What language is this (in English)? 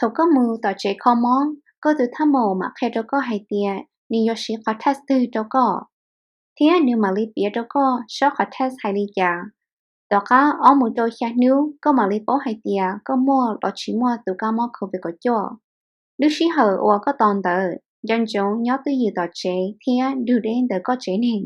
Hmong